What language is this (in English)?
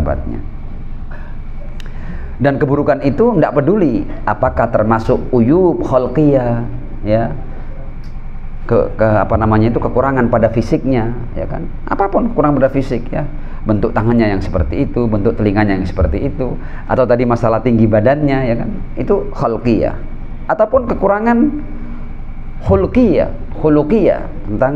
Indonesian